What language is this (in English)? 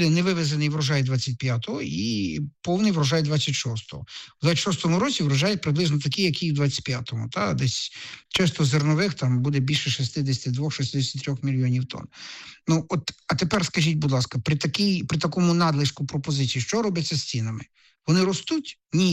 Ukrainian